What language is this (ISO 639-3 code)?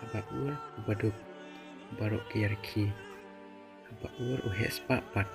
kha